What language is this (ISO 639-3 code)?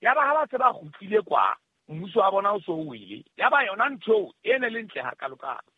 sot